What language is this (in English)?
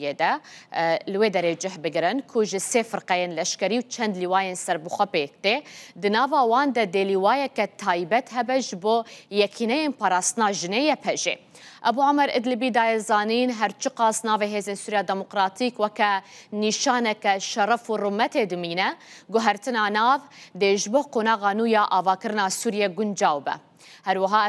Kurdish